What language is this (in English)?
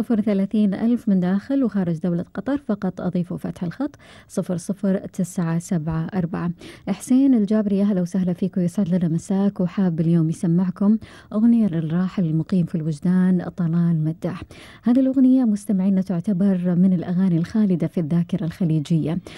Gulf Arabic